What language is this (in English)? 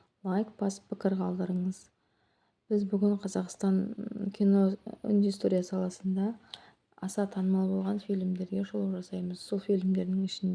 Kazakh